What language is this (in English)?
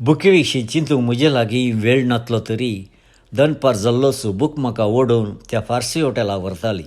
Konkani